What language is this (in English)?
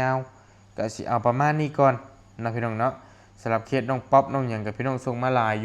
Lao